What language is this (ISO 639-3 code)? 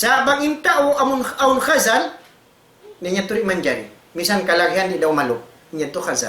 tsg